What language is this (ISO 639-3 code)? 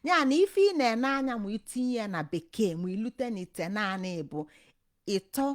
ibo